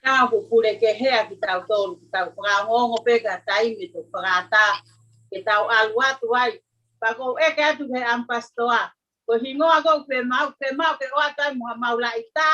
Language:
Tongan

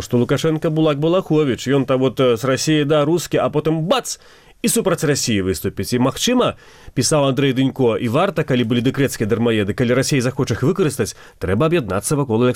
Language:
Belarusian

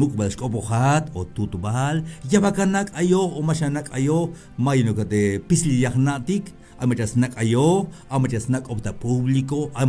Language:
Tzeltal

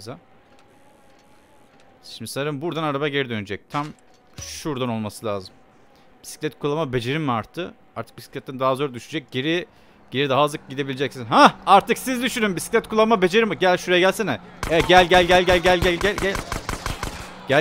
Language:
Turkish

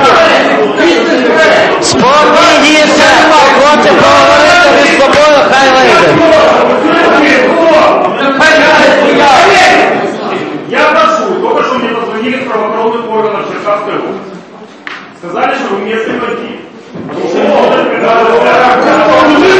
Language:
Ukrainian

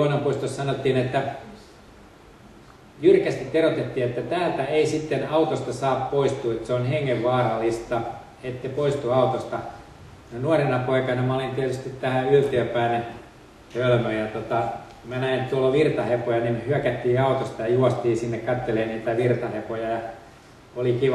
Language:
Finnish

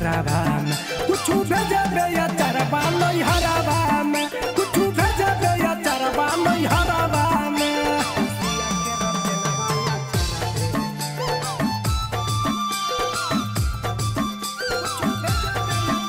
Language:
Bhojpuri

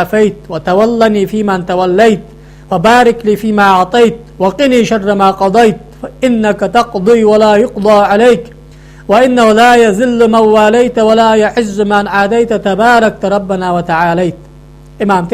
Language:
Ingush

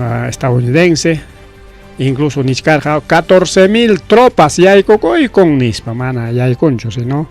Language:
Ayacucho Quechua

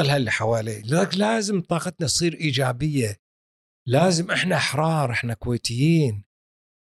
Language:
Gulf Arabic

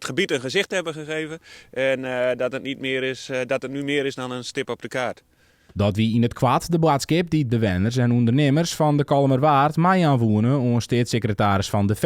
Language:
Western Frisian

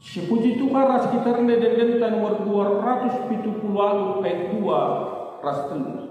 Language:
Batak Karo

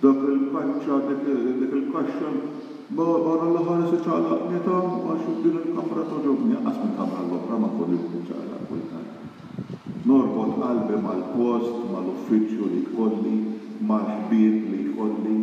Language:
Maltese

